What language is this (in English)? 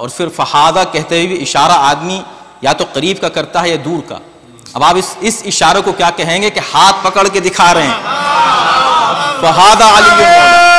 Urdu